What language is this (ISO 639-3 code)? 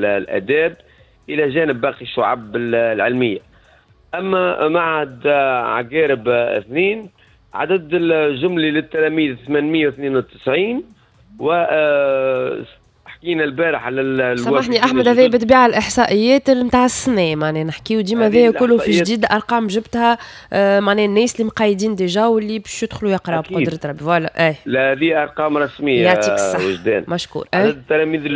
aeb